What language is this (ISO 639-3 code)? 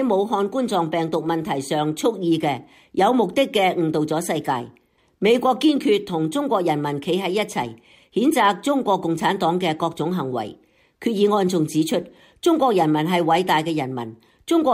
yue